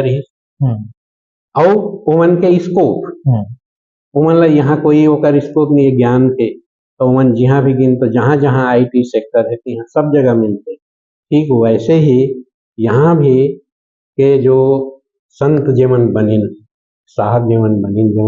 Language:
Chhattisgarhi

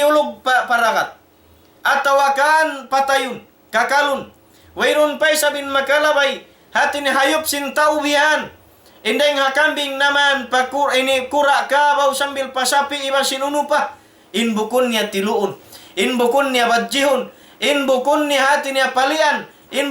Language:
Tausug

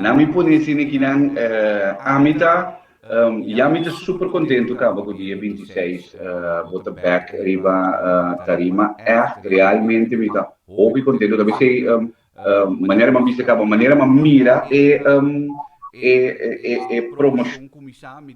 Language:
Papiamento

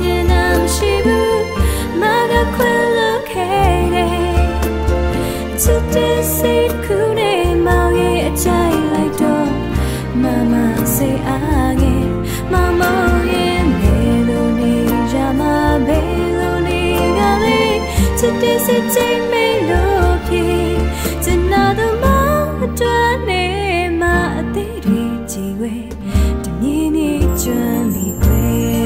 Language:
Burmese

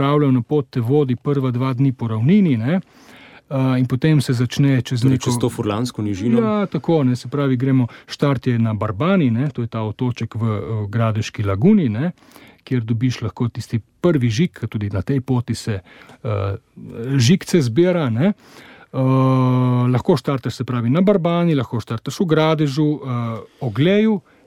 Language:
Slovenian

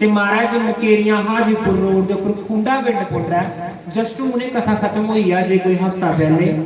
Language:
Dogri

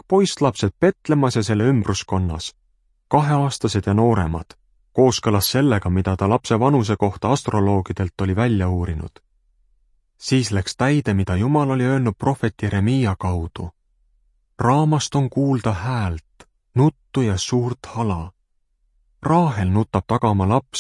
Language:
Estonian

